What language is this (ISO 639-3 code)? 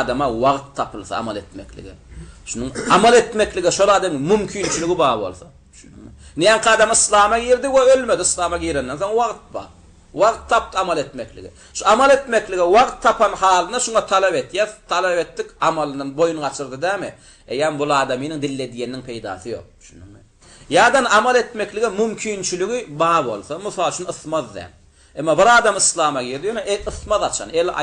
tuk